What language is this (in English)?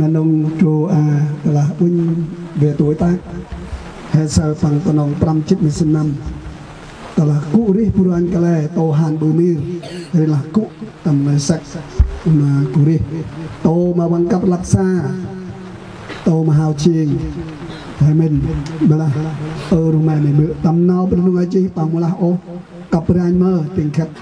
Central Mnong